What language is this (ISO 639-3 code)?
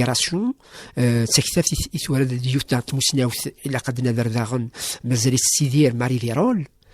kab